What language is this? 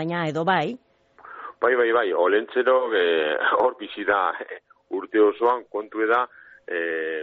Basque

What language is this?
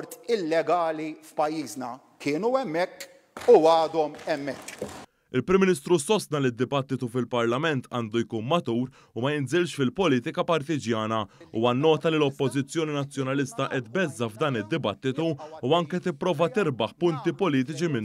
Maltese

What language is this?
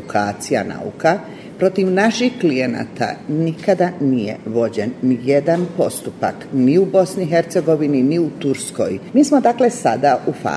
Bosnian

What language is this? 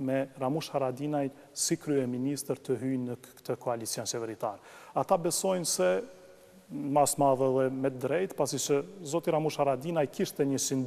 Albanian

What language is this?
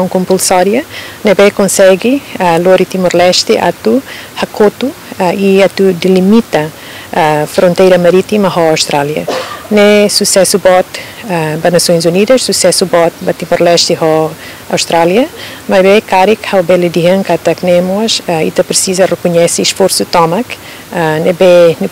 Tetum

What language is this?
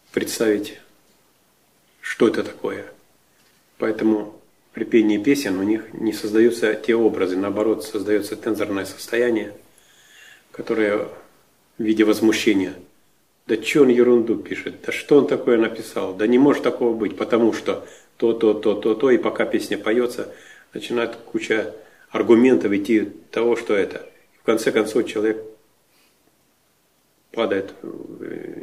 Russian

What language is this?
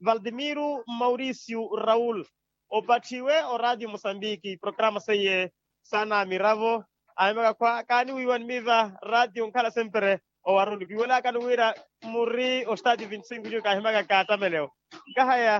Makhuwa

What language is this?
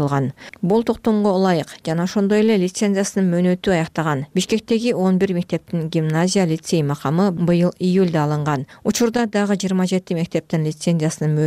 Kyrgyz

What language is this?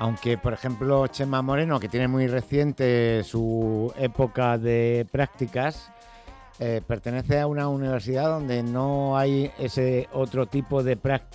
Spanish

